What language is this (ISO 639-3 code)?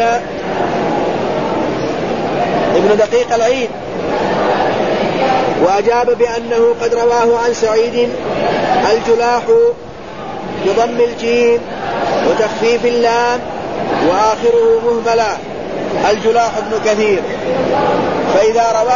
ara